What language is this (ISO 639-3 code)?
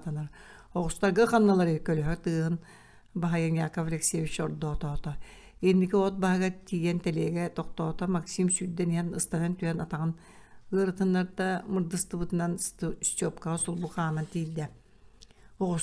sah